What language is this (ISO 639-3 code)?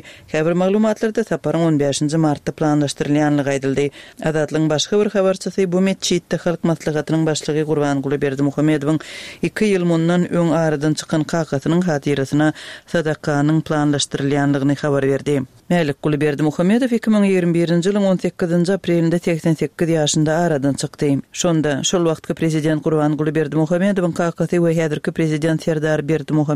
tuk